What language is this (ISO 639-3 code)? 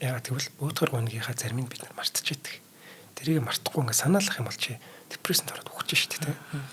mon